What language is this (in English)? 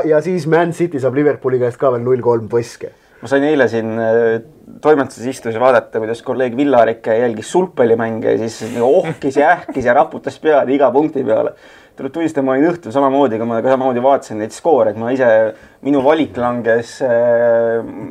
Estonian